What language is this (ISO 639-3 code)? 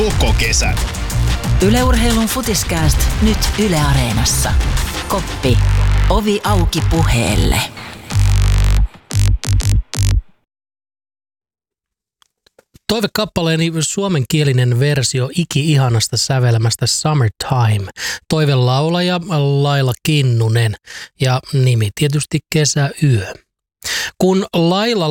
fin